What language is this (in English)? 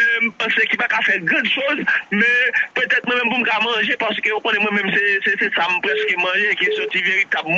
Haitian Creole